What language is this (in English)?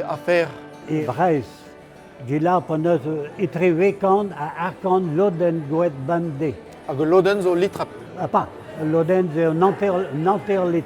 Breton